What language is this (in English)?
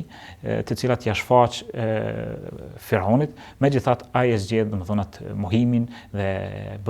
Albanian